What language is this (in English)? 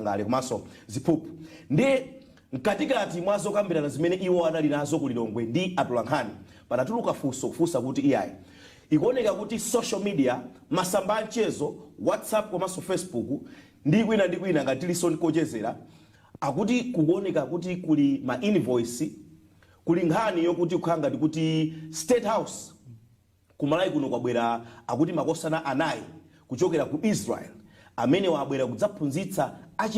Nyanja